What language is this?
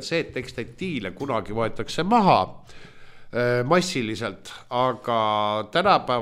Estonian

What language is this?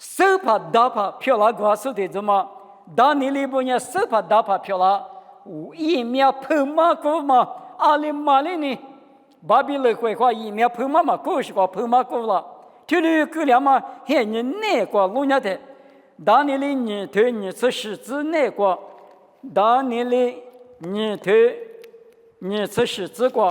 Lisu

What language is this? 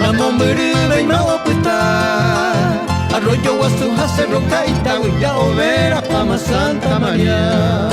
Guarani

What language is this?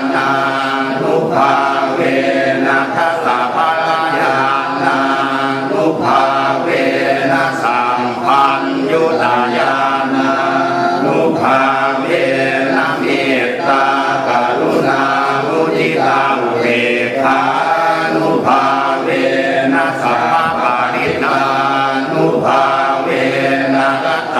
Pali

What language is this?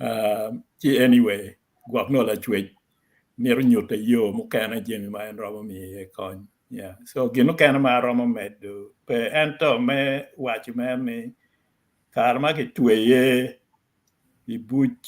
Acoli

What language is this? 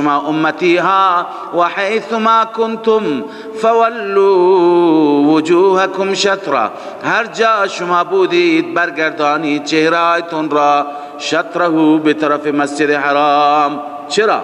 Persian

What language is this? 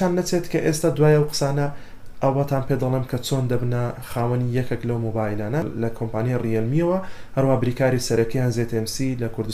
Central Kurdish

